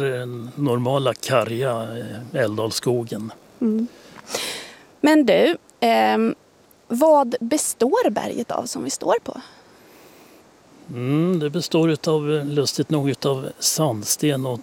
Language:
Swedish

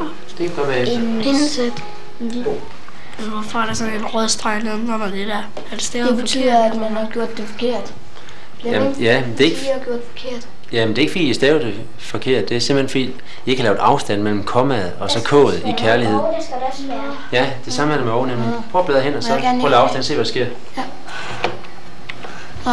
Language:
Danish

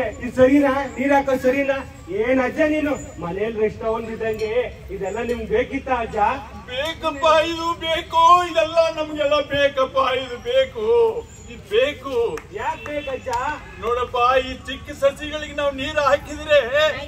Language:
Kannada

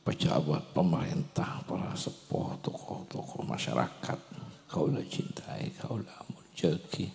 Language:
Madurese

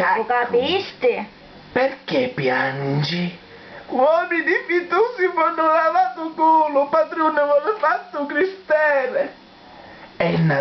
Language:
Sicilian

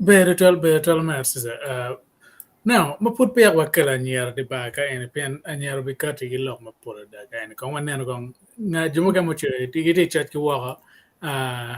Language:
Acoli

